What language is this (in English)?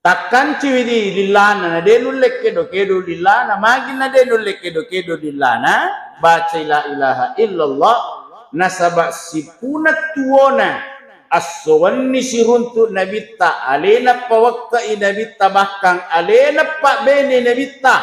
Buginese